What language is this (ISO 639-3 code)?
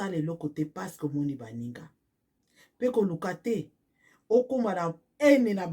lin